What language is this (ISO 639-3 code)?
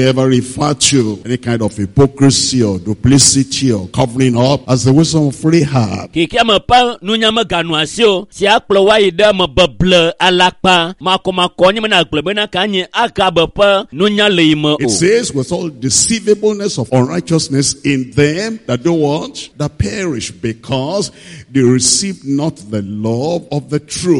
ewe